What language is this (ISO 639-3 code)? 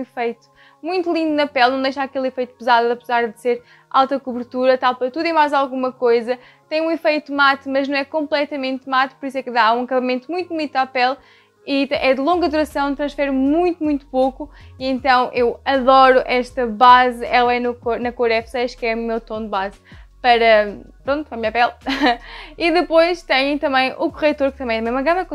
por